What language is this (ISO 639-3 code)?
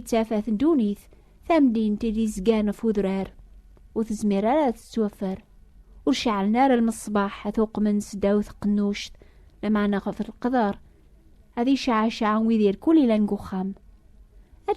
kab